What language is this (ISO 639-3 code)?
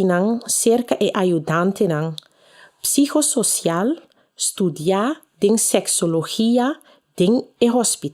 pap